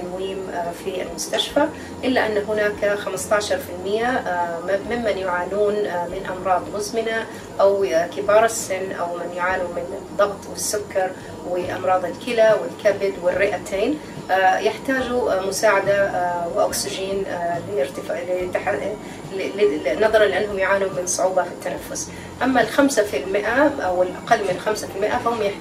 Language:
Arabic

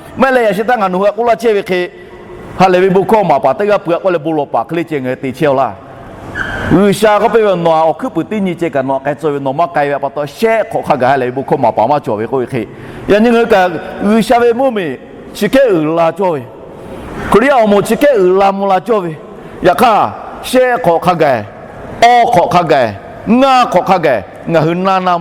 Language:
Lahu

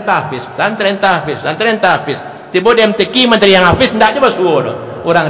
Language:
Minangkabau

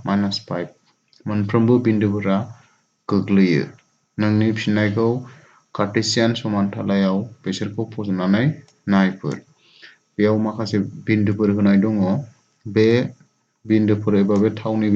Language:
Bodo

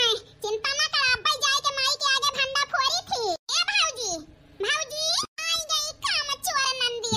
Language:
Awadhi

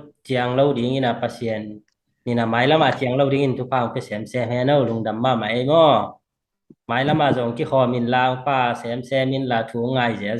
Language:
Tedim Chin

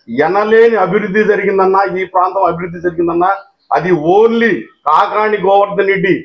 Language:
Telugu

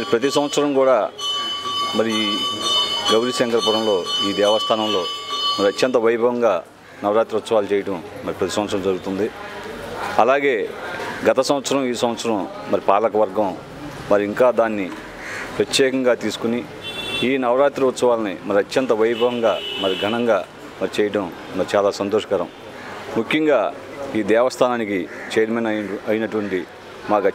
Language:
Telugu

